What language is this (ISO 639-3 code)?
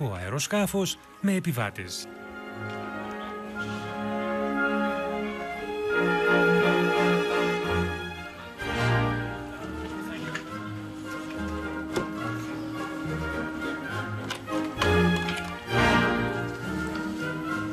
ell